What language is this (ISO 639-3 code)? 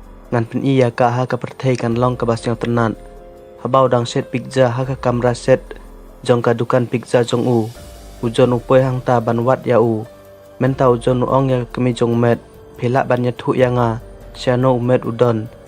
kha